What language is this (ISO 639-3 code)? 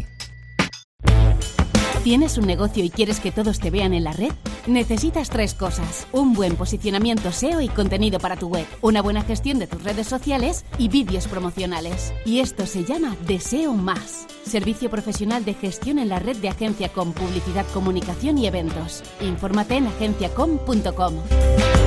spa